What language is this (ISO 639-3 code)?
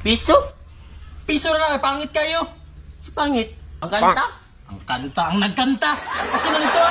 ceb